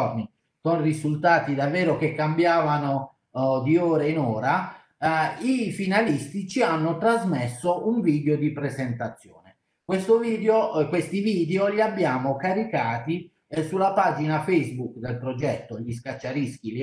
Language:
Italian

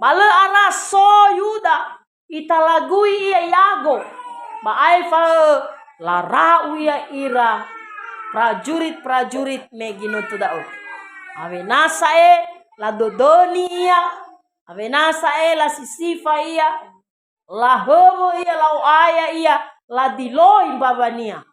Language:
Nias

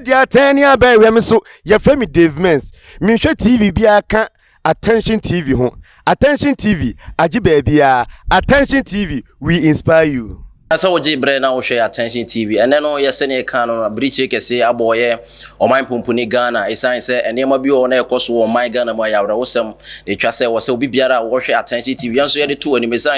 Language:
Akan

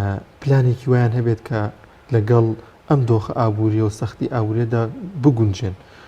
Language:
Central Kurdish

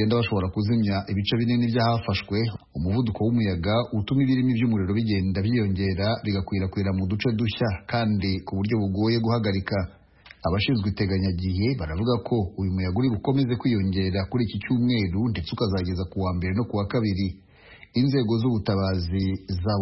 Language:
Kinyarwanda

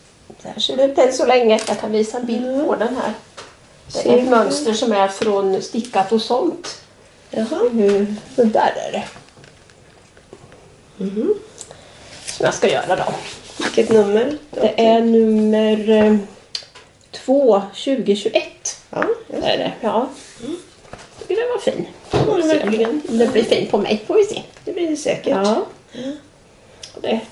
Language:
Swedish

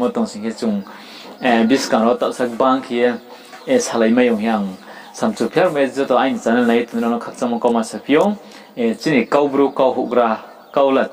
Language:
Riang (India)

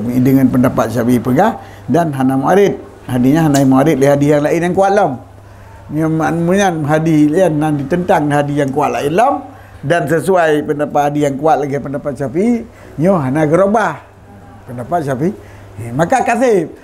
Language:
Achinese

